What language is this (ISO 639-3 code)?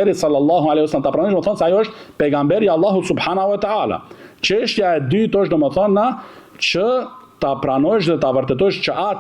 sqi